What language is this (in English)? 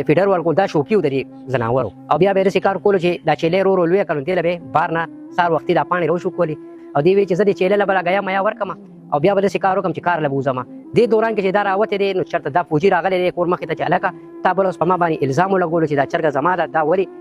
Pashto